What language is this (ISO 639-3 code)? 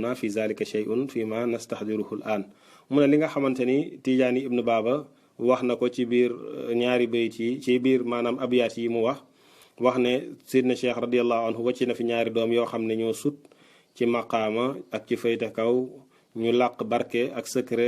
wol